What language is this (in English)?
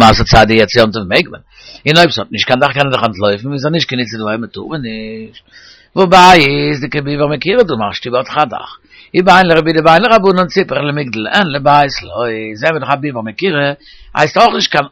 Yiddish